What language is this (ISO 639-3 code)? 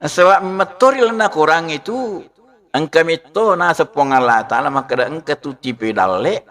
bug